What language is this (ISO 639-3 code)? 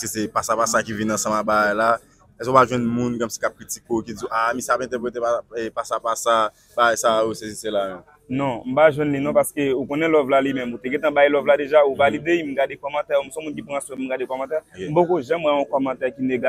hat